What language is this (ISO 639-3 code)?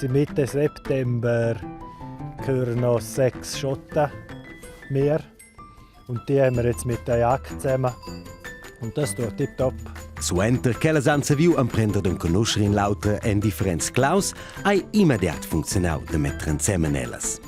roh